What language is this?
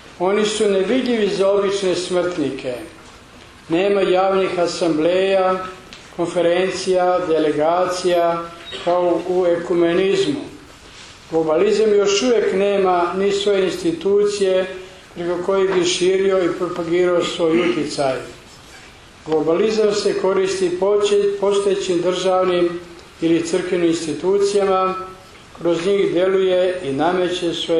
Serbian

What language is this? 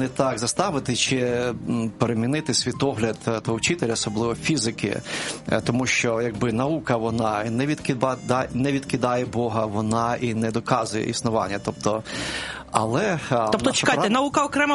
Ukrainian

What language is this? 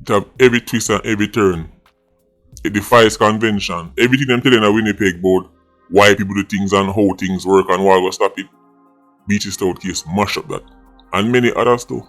Jamaican Creole English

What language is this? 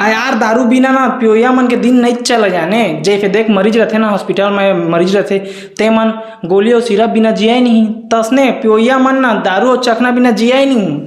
Chhattisgarhi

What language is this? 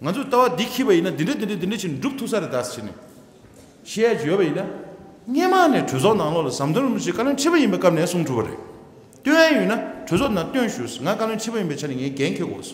Tibetan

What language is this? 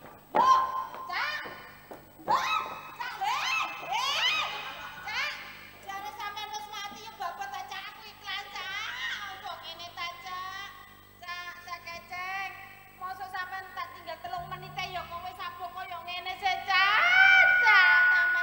Javanese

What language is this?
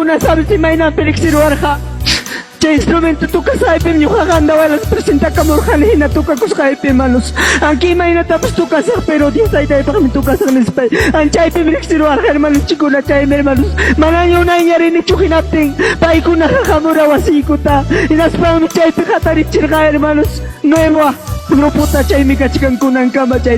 Ayacucho Quechua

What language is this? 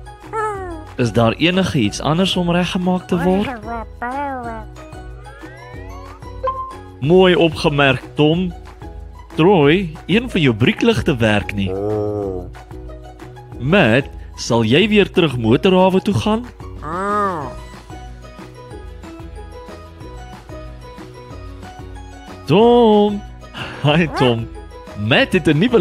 Afrikaans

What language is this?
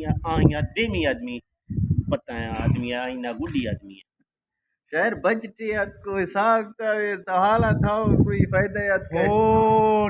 Eastern Balochi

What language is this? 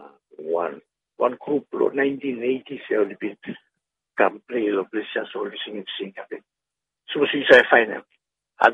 Bislama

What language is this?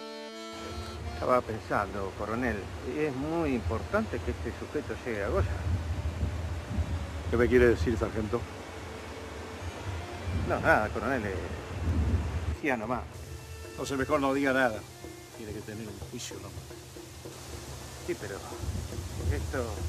Spanish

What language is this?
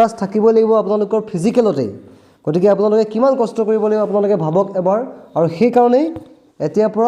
Assamese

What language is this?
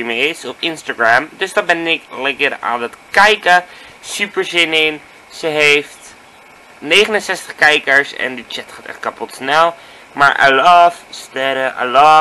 Dutch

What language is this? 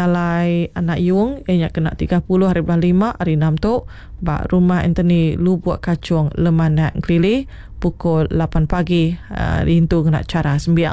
Iban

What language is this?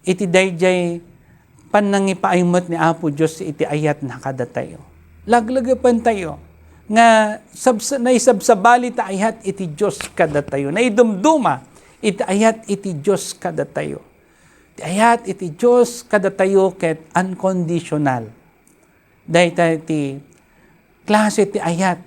Iloko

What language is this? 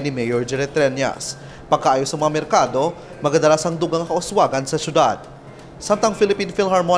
Hiligaynon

